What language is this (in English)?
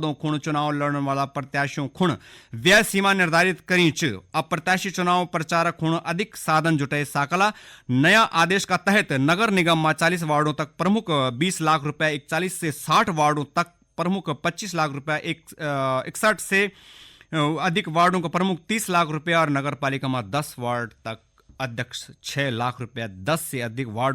Garhwali